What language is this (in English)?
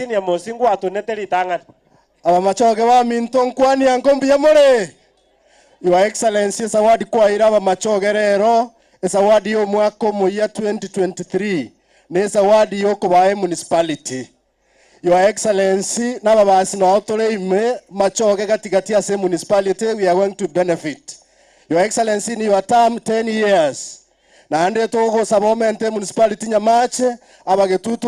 Gusii